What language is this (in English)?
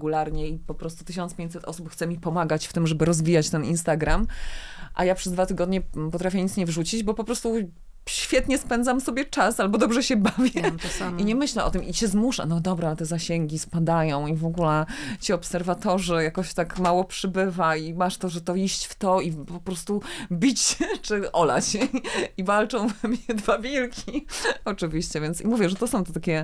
Polish